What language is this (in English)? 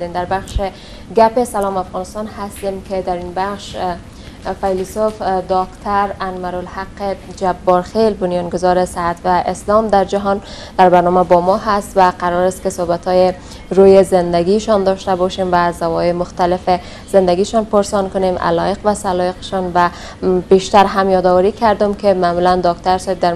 Persian